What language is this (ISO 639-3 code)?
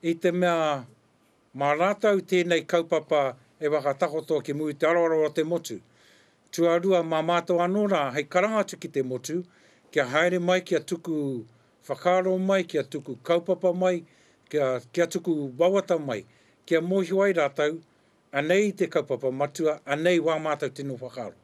mri